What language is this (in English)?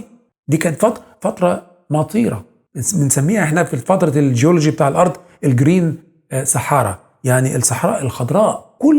Egyptian Arabic